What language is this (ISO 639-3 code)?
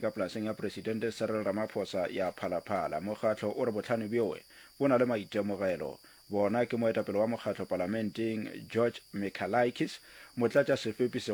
nso